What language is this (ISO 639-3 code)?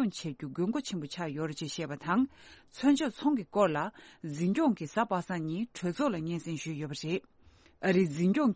bod